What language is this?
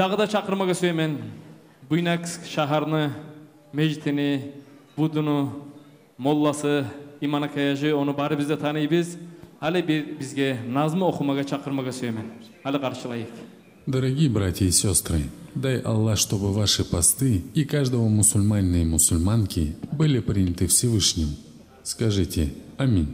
Kumyk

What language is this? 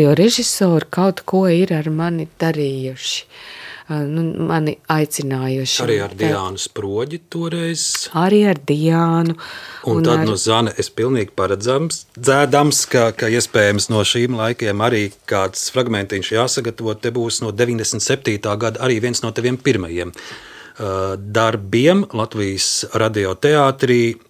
Latvian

